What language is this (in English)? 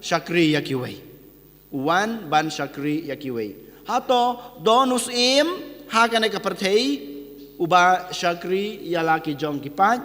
Khasi